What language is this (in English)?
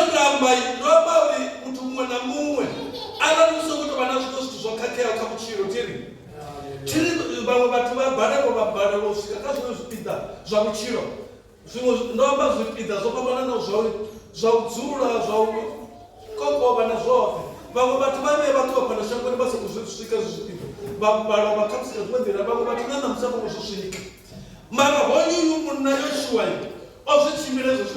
Venda